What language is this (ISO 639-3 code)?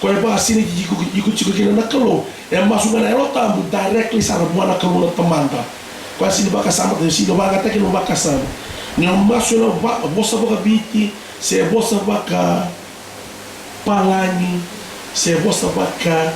fij